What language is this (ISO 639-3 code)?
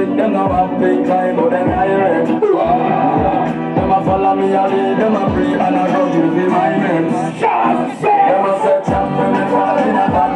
jam